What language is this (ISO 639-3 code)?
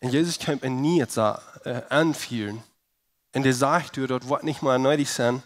pdt